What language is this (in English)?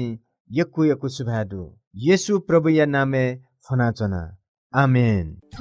Newari